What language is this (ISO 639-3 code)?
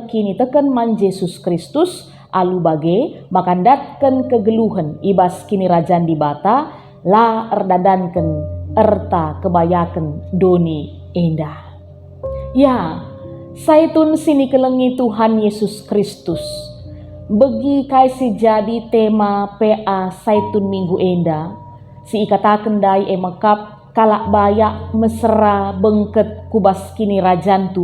btx